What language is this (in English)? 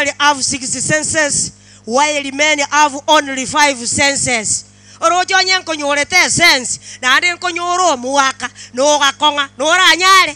Gusii